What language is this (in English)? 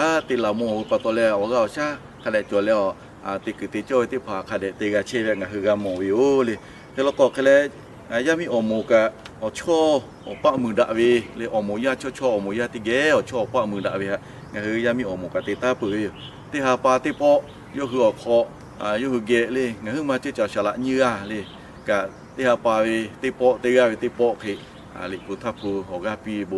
Lahu